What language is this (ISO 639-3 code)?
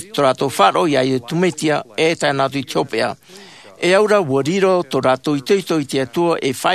tah